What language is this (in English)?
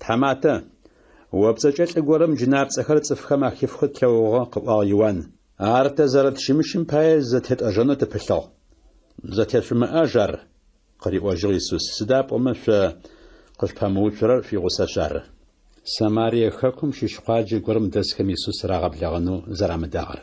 Adyghe